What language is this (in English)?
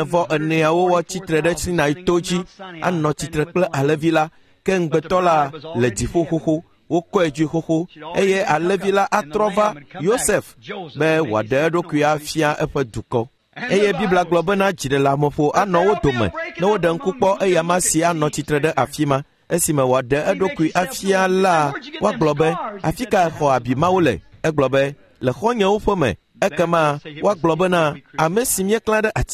Ewe